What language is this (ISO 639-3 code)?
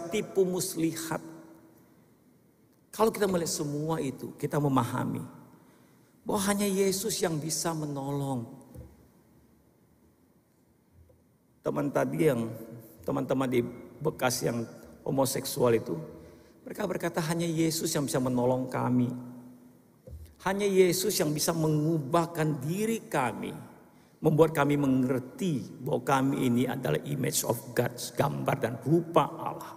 ind